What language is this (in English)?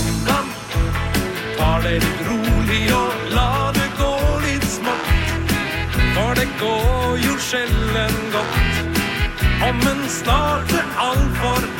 Norwegian